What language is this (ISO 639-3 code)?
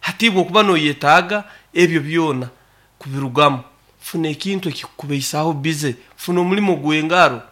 nyn